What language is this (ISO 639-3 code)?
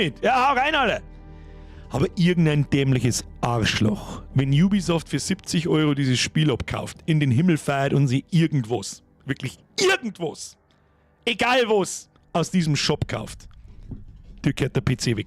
bar